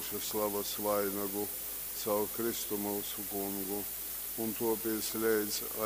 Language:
Latgalian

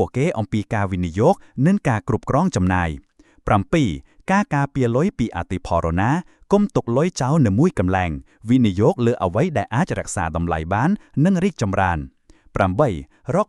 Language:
Khmer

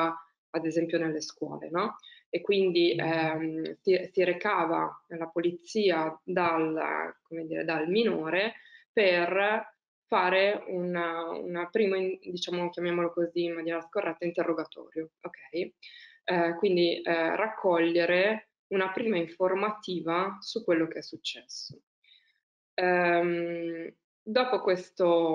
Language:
Italian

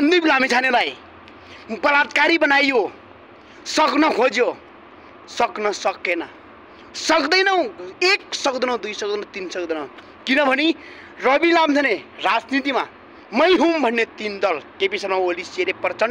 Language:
Nepali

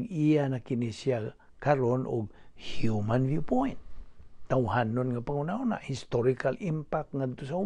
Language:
Cebuano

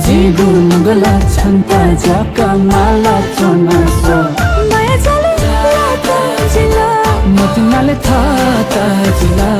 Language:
Newari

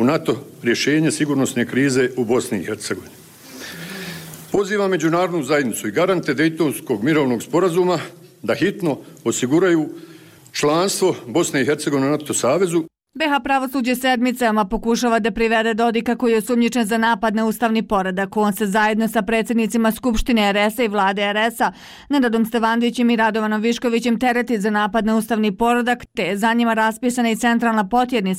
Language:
Bosnian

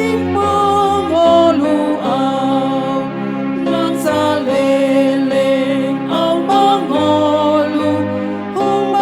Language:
Batak Toba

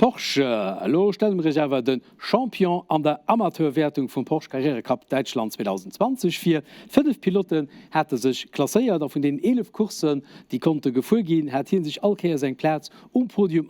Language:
Luxembourgish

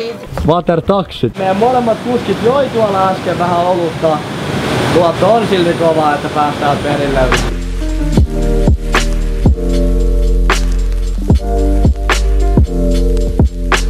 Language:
Finnish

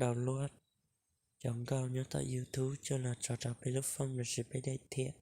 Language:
Hmong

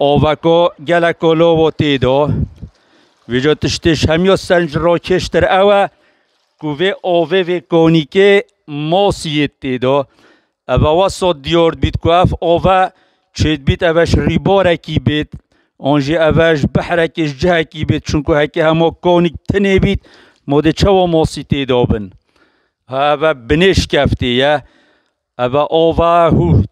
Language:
Kurdish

